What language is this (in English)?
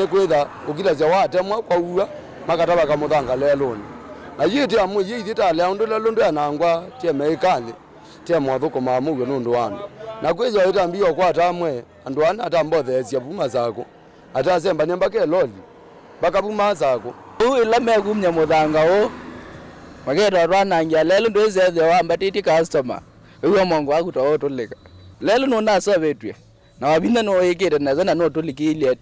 Kamba